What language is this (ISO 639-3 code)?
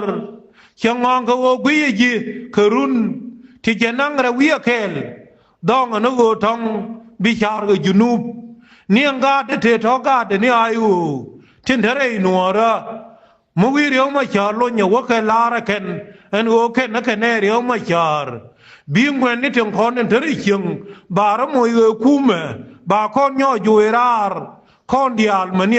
nus